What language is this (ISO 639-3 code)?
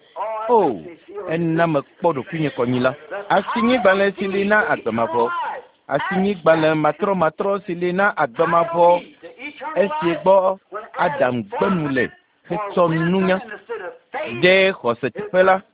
ewe